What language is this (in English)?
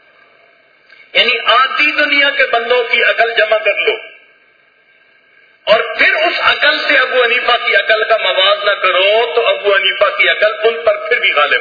Urdu